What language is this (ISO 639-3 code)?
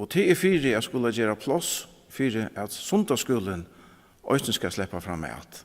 fao